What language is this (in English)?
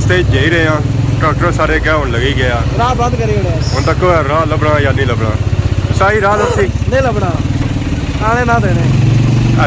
Pahari-Potwari